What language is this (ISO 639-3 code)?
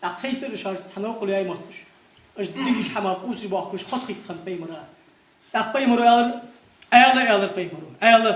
inh